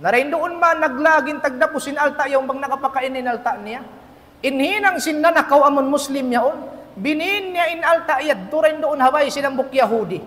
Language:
Tausug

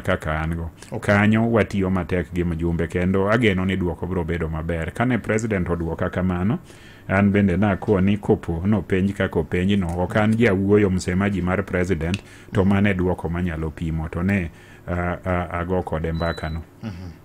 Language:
Luo (Kenya and Tanzania)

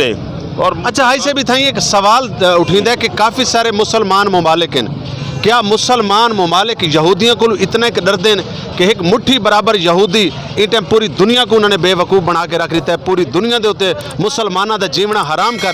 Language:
Saraiki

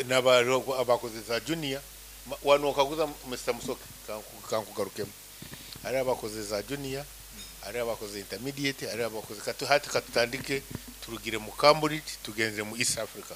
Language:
Nyoro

